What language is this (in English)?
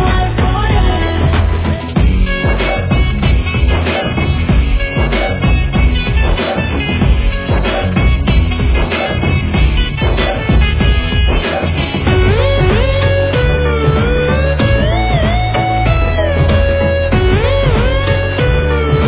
Telugu